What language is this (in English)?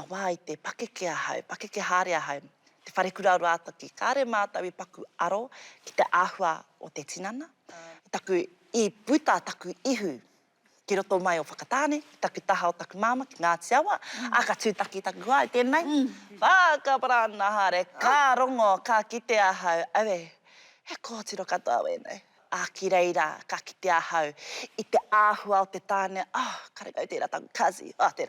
Māori